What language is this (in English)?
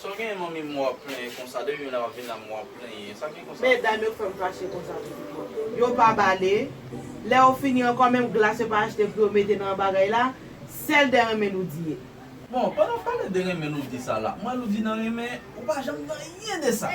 Haitian Creole